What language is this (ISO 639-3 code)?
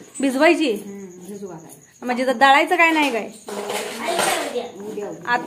mar